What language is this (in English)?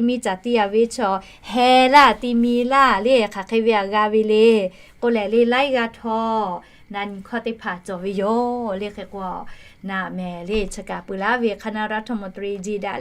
Lahu